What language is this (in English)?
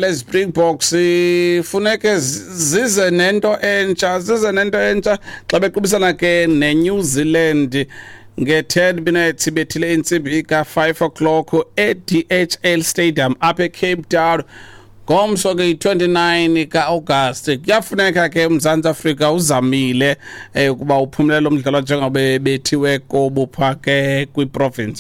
Xhosa